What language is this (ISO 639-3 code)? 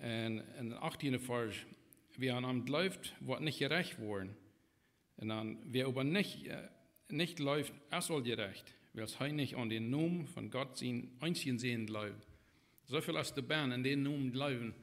pdt